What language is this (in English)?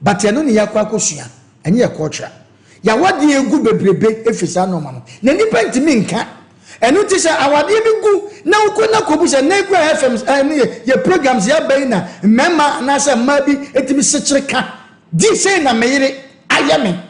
Akan